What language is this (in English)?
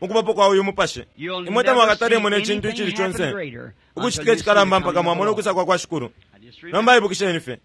Bemba